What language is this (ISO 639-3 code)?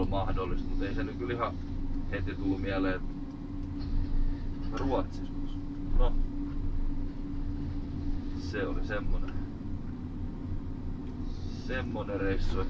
fin